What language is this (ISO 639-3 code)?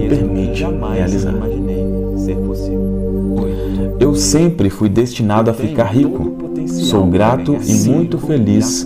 por